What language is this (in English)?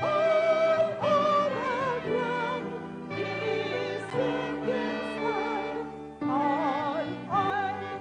Ewe